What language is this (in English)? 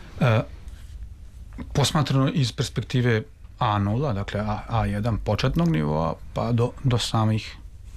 Serbian